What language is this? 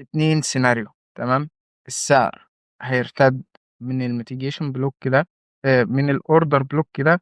Egyptian Arabic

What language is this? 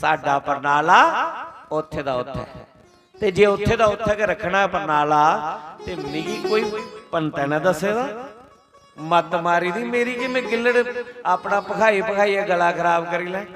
Dogri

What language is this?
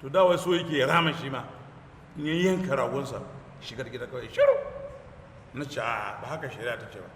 Hausa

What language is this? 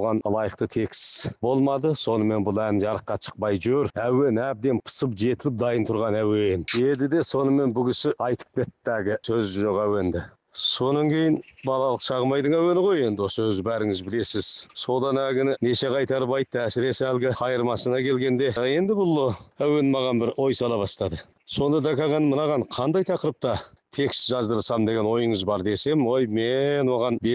Kazakh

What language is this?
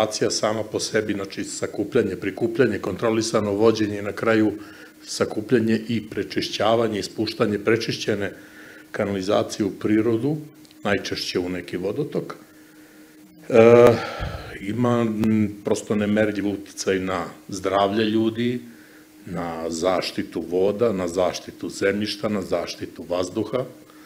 Serbian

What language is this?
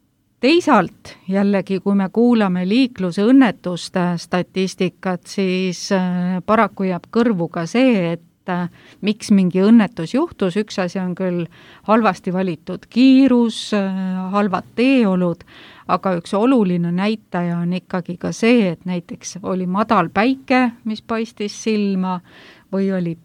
Estonian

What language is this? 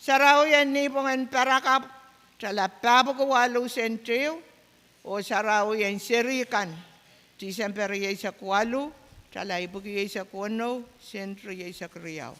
Pohnpeian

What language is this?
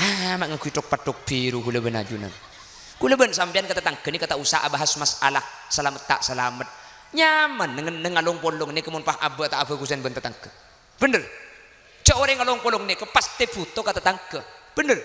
Madurese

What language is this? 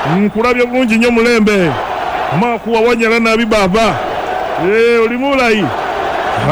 Ganda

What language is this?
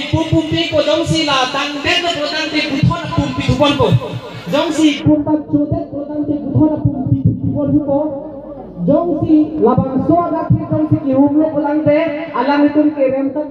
Karbi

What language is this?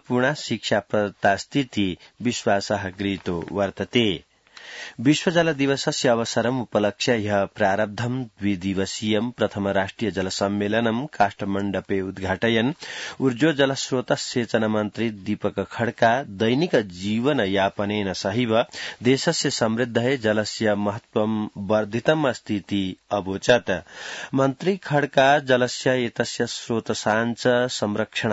Sanskrit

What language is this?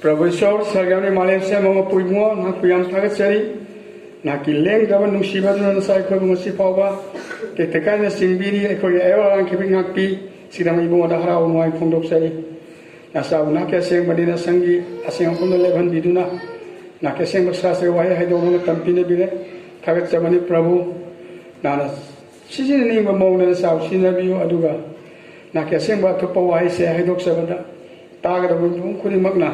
Manipuri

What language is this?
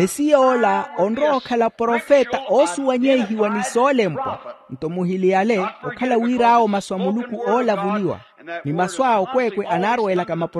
Makhuwa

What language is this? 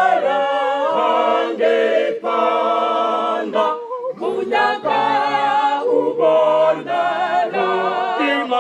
Venda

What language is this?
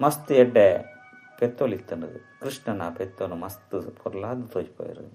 Tulu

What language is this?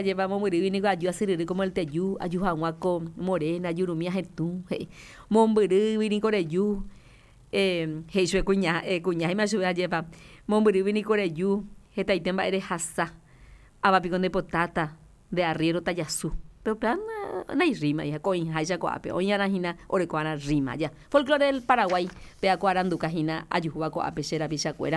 Guarani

